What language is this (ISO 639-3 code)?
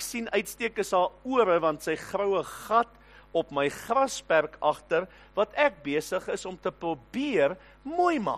afr